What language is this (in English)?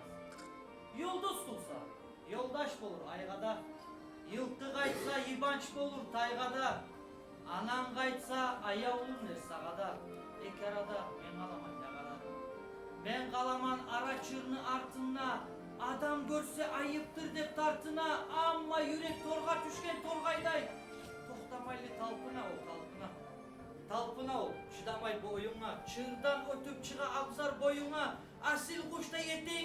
Kumyk